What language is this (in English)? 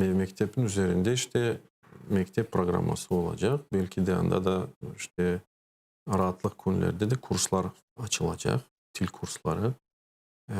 Crimean Tatar